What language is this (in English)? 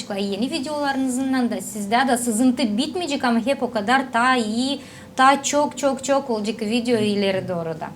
Gagauz